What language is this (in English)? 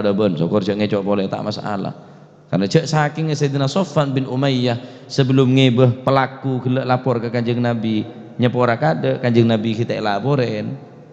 Madurese